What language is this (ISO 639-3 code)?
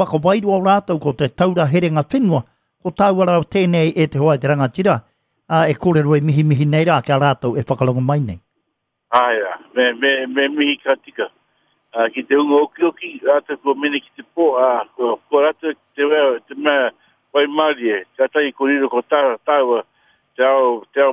mri